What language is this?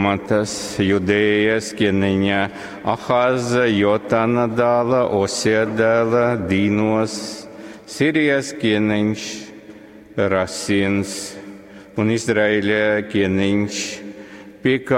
Latgalian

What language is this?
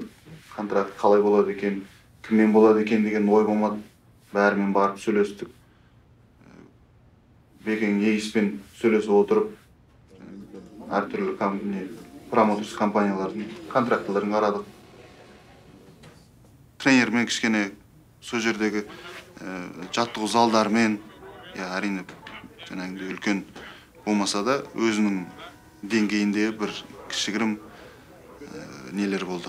Kazakh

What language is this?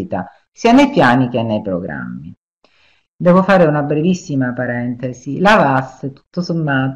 Italian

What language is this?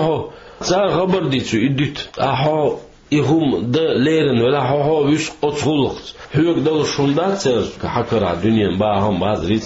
Chechen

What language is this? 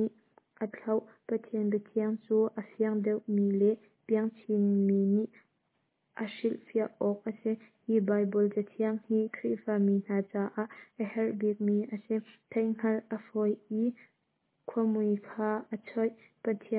Hakha Chin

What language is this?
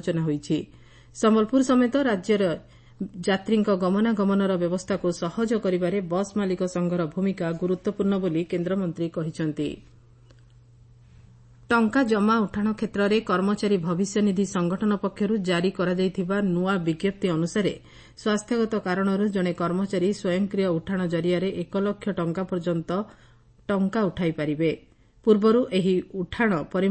Odia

